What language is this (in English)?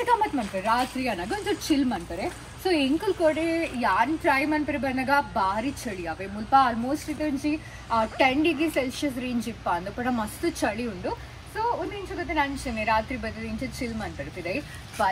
Tulu